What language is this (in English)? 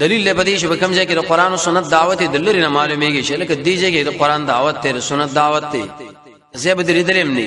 Pashto